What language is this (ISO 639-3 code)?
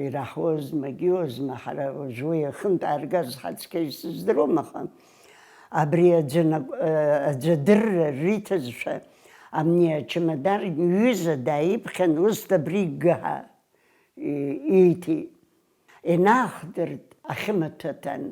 abk